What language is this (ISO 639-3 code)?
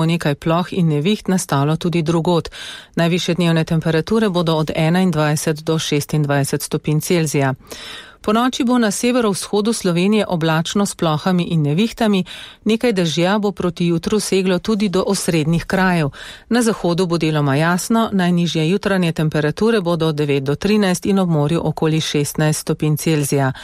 slv